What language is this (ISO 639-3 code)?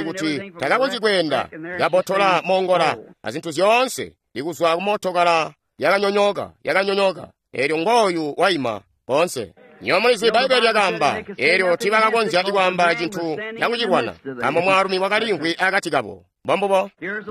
toi